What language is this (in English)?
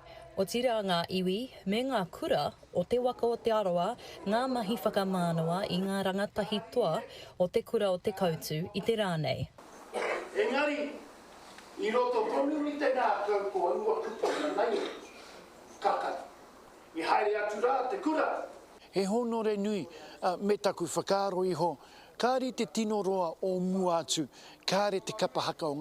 Māori